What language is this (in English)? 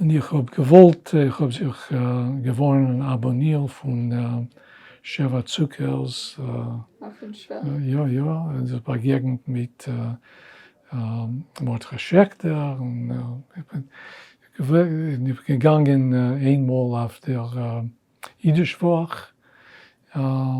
Yiddish